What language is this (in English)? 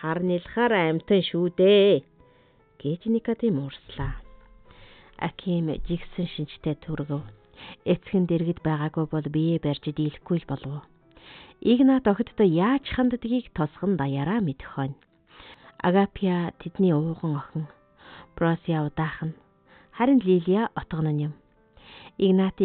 Mongolian